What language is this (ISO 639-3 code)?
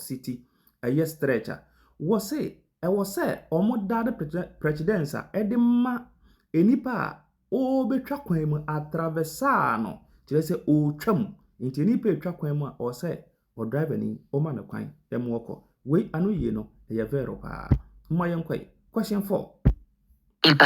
aka